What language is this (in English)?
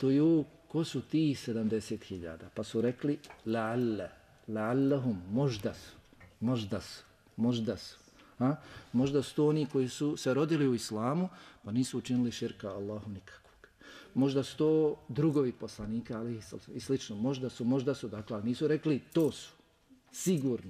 Bosnian